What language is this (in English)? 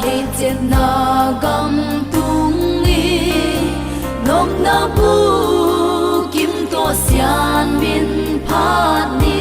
Paite Chin